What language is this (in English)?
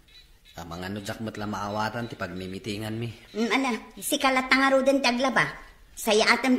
Iloko